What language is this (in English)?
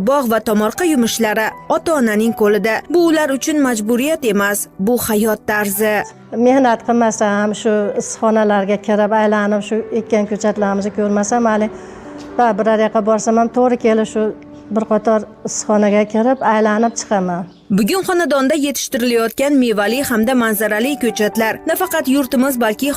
Uzbek